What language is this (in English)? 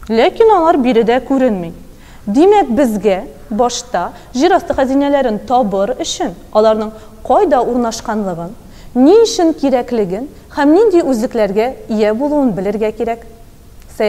Tatar